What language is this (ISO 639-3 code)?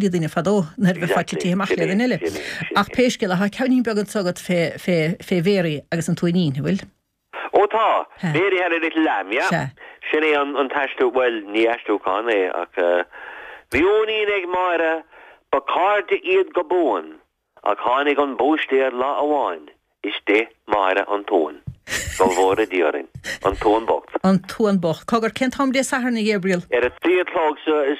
gle